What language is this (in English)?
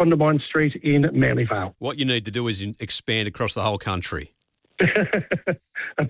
English